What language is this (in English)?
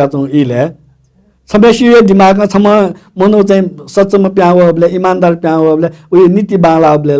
Newari